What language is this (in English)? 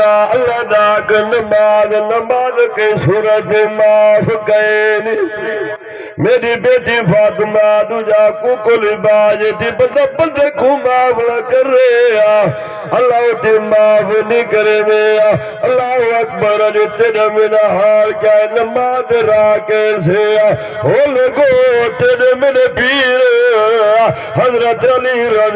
Saraiki